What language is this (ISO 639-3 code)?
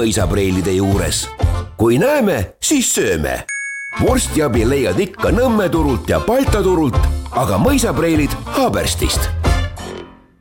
est